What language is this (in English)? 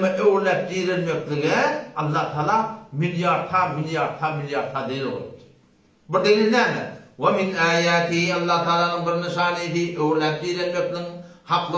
Turkmen